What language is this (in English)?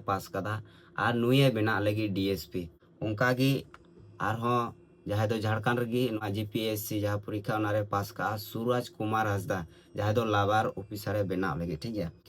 Santali